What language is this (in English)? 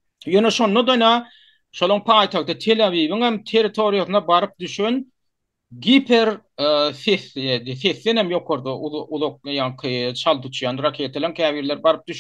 Turkmen